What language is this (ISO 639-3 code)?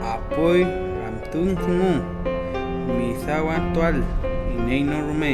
arn